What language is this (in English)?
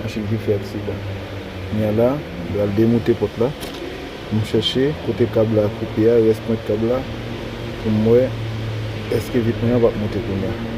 Haitian Creole